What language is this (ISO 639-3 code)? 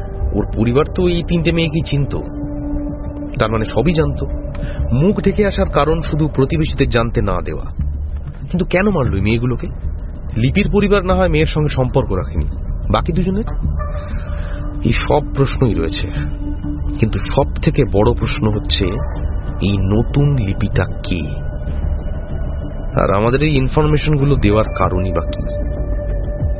ben